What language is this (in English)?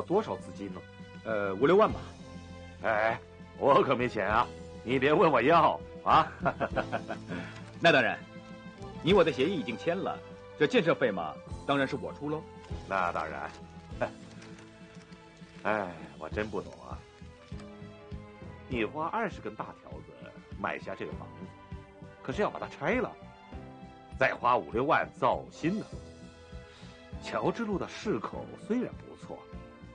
Chinese